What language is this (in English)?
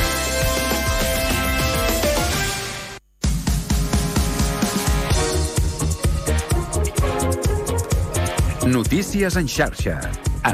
Catalan